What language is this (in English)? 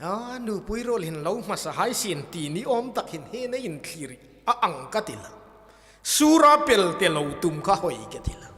Hmar